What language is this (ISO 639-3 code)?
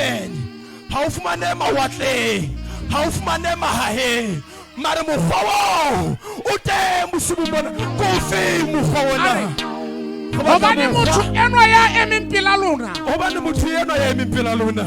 sot